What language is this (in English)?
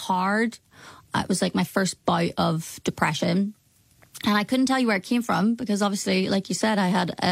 English